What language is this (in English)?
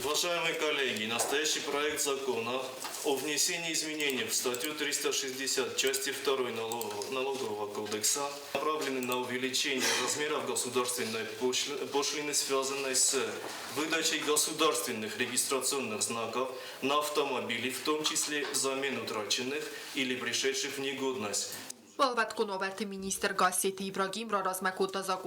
Ossetic